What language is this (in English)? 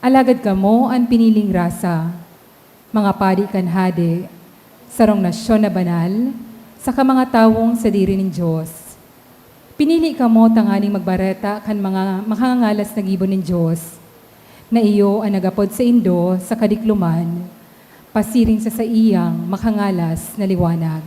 Bikol